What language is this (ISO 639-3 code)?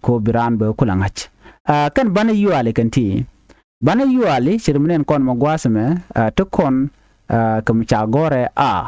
nus